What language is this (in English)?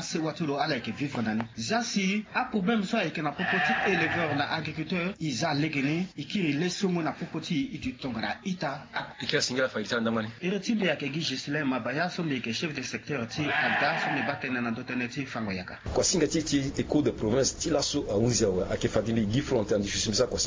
Sango